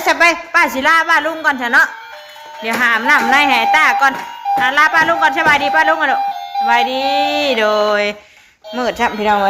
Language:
Northeastern Thai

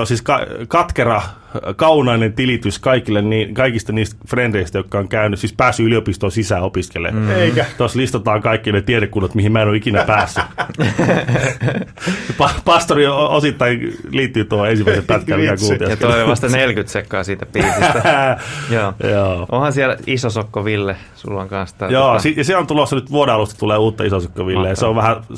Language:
Finnish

